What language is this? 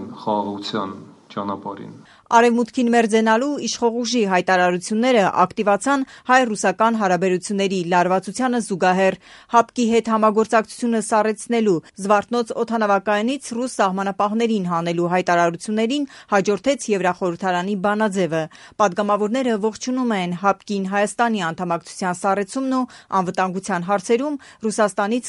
Armenian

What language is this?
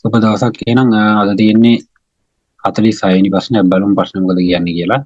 Sinhala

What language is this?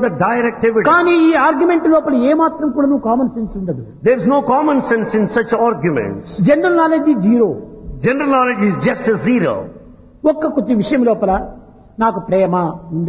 Telugu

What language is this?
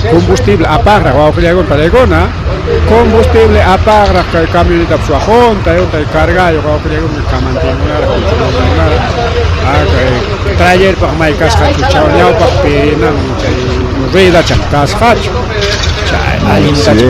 Ayacucho Quechua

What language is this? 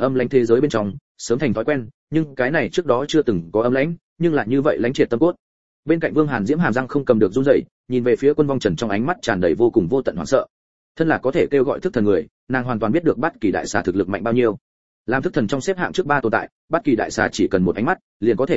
Vietnamese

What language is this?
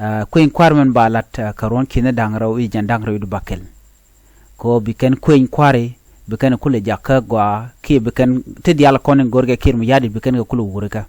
Nuer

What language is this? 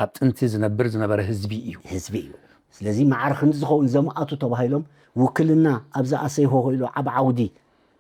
Tigrinya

